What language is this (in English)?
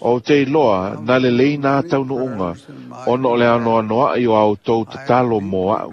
Samoan